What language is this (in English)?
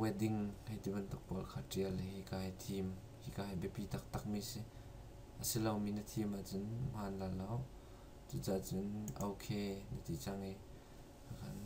Hakha Chin